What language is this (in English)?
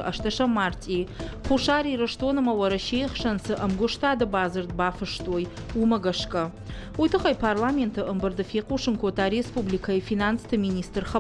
Ossetic